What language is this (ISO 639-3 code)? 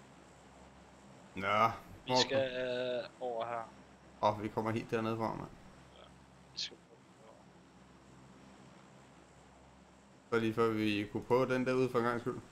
dan